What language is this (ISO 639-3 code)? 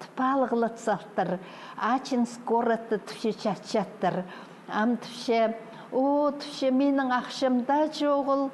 kjh